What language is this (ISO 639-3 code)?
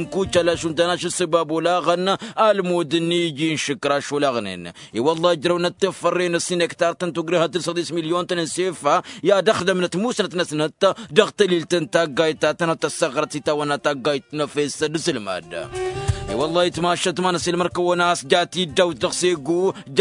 taq